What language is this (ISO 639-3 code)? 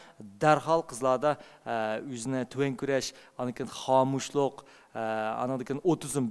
uig